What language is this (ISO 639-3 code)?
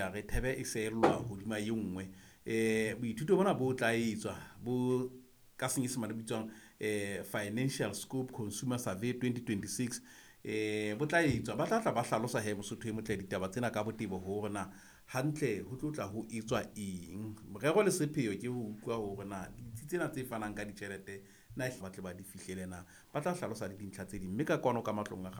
sot